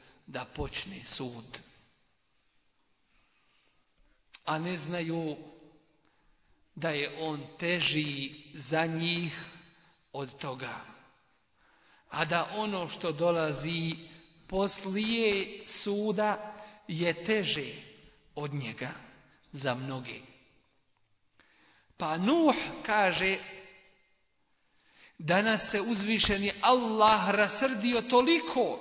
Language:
Bosnian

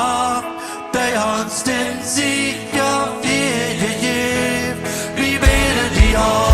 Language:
Plautdietsch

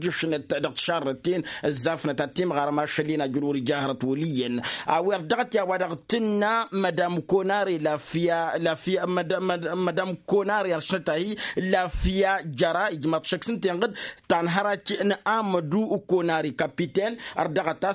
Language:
Tamasheq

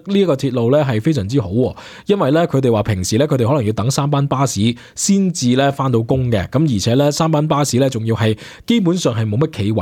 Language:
Cantonese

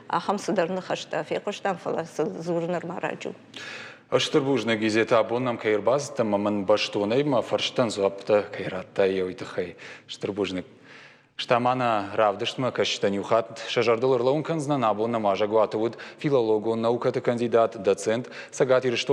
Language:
Ossetic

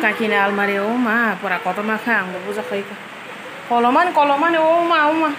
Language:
Kok Borok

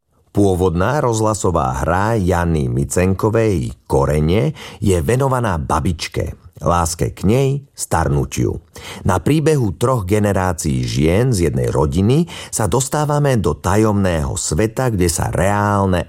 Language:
Slovak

